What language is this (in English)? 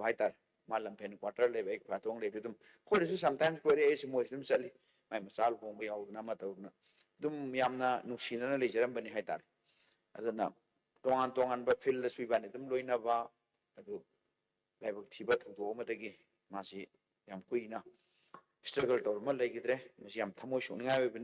Manipuri